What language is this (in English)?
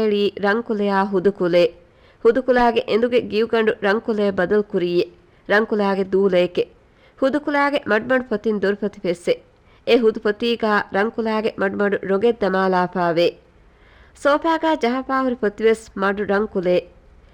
Divehi